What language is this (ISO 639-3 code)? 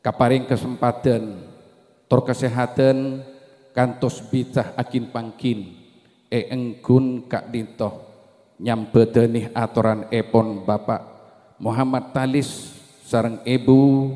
mad